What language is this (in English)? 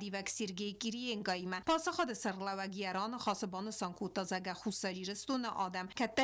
Ossetic